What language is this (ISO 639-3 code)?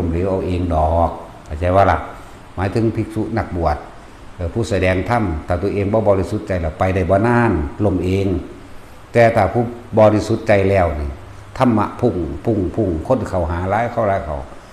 tts